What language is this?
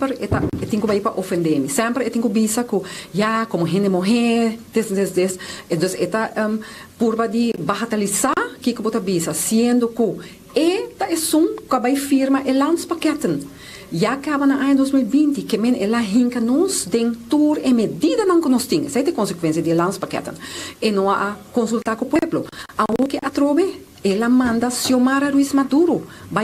Papiamento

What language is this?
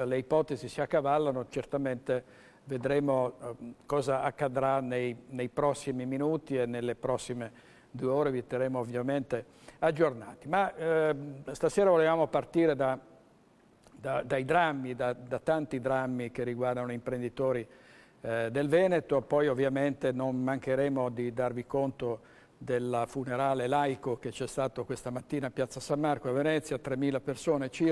Italian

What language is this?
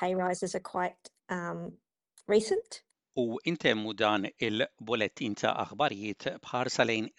Maltese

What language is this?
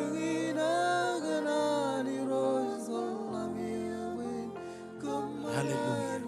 Marshallese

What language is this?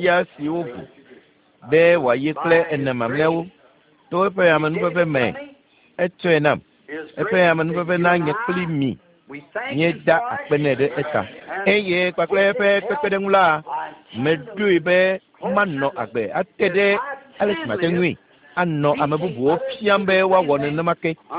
Ewe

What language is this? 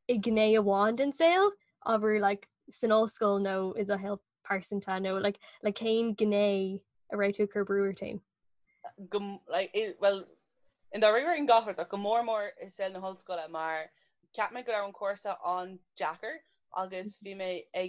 Irish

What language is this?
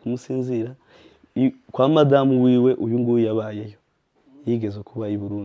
Kinyarwanda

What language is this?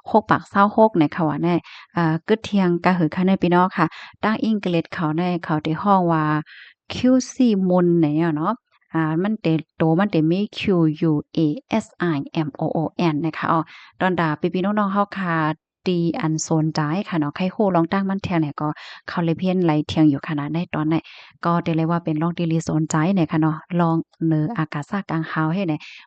Shan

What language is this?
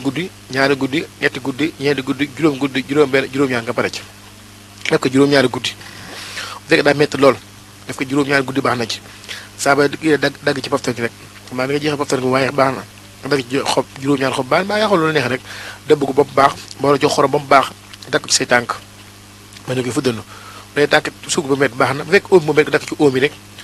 Wolof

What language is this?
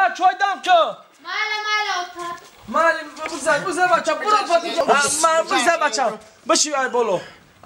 Tajik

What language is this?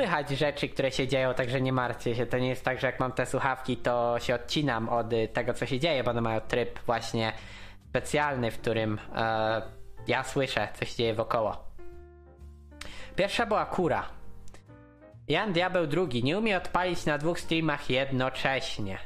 Polish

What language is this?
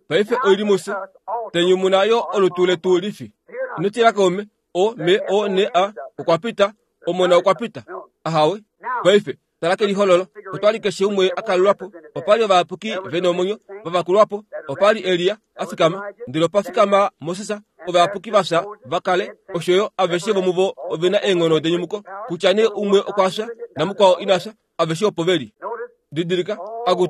Kuanyama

